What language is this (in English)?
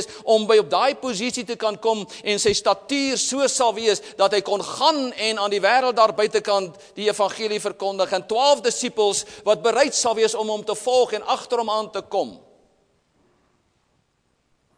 Afrikaans